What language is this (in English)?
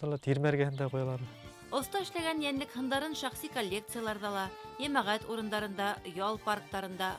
Bashkir